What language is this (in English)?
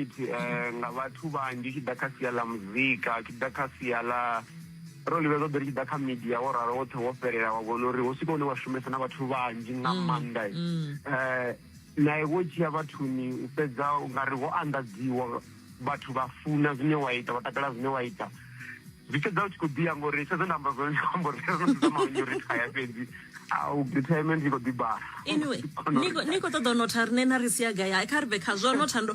Venda